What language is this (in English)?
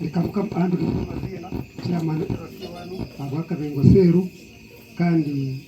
Nyankole